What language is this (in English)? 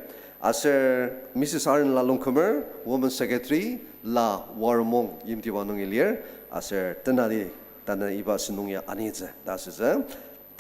Ao Naga